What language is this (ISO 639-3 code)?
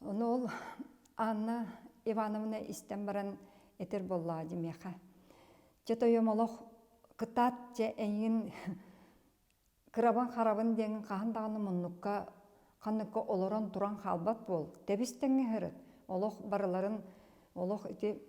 sah